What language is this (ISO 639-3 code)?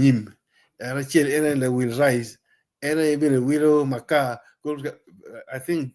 ach